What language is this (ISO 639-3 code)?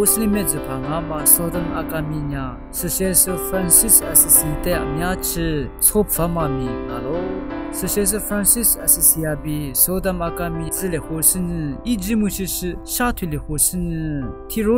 lis